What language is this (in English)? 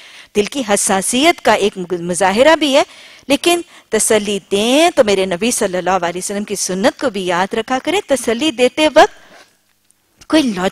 Urdu